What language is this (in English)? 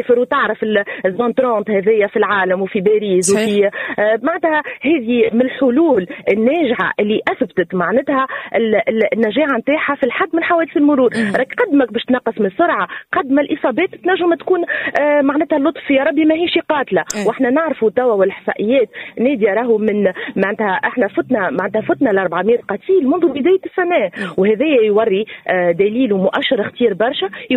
Tunisian Arabic